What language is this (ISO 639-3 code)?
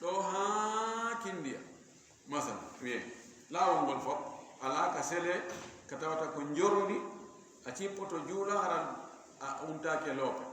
ful